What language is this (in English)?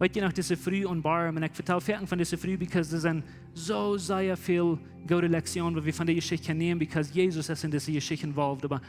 Plautdietsch